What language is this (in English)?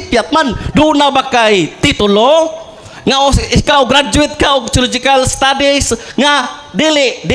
Cebuano